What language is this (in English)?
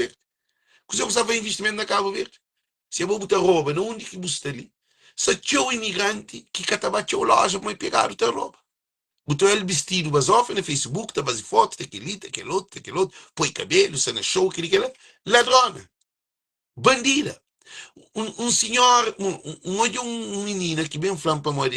Kabuverdianu